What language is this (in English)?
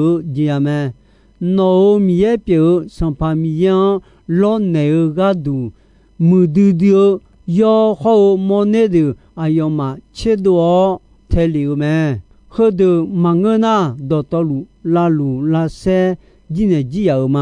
Akha